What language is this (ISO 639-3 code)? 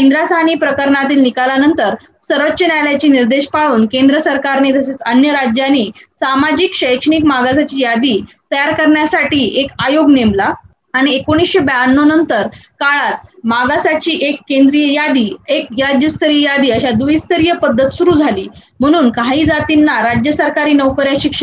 mar